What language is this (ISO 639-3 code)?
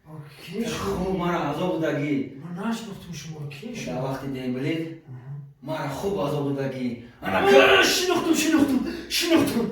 tgk